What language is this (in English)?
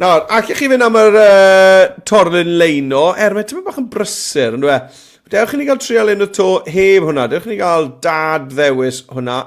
Welsh